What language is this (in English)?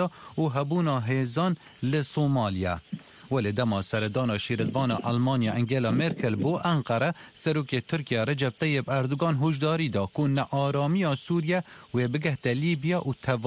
Kurdish